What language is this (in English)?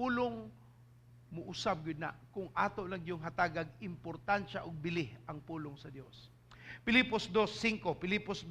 Cebuano